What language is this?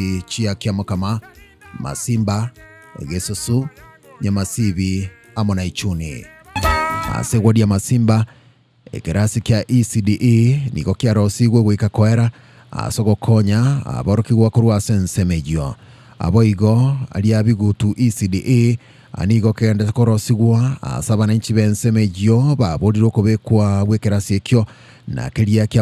Gusii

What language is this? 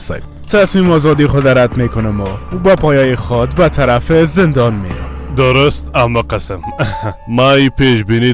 Persian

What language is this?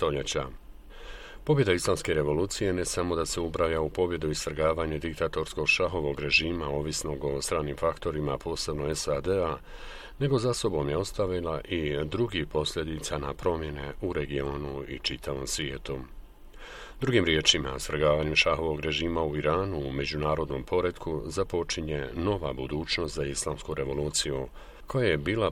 Bosnian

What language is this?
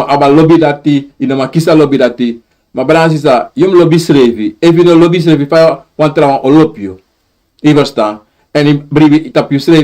Sranan Tongo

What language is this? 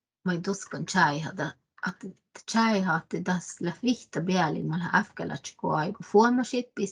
Northern Sami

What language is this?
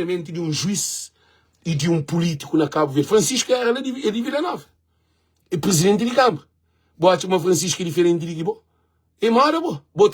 Kabuverdianu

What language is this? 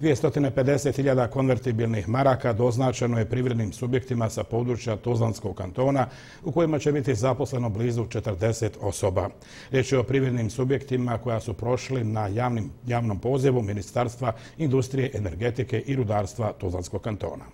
Bosnian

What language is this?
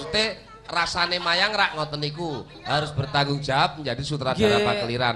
Javanese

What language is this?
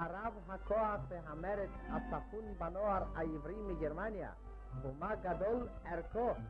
Hebrew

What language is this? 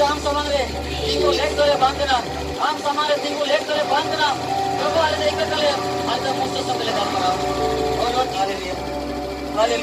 Santali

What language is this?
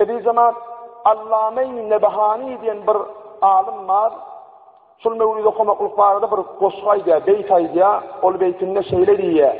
Turkmen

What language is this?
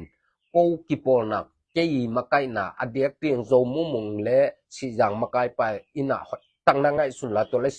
Tedim Chin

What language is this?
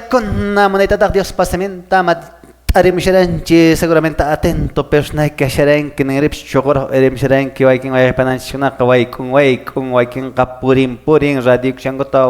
Quechua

